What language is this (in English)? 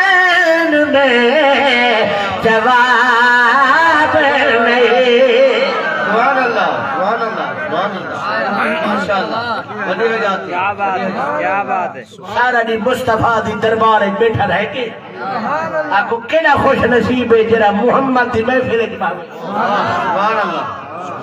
Saraiki